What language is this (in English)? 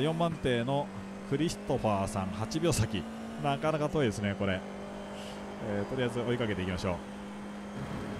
Japanese